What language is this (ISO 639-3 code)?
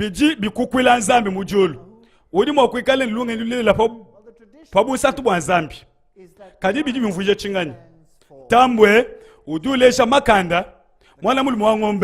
lua